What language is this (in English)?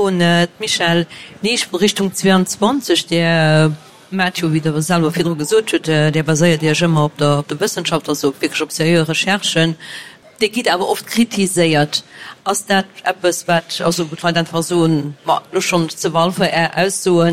Luxembourgish